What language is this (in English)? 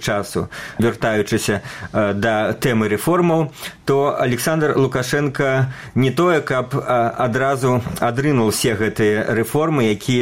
Belarusian